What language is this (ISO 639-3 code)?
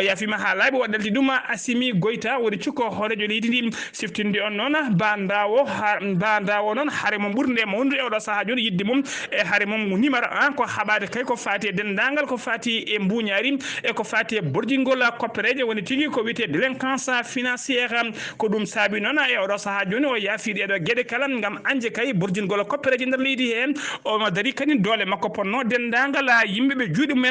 ful